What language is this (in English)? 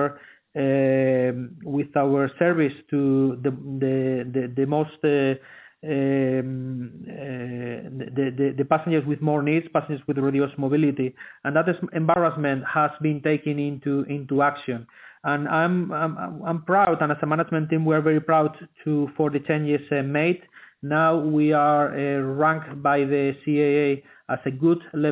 English